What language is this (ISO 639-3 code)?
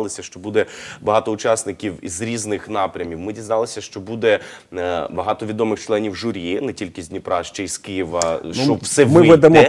ukr